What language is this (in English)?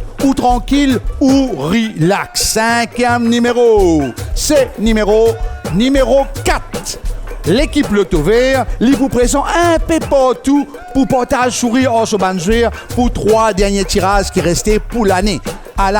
Morisyen